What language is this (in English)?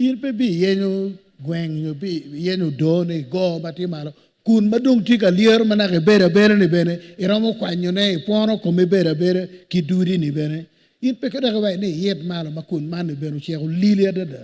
Acoli